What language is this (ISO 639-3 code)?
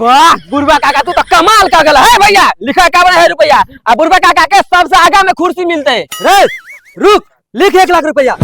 mai